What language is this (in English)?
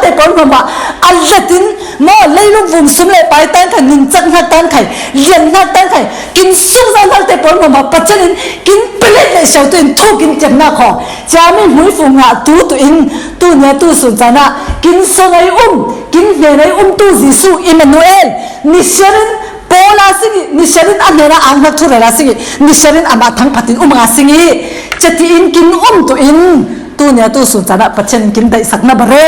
Falam Chin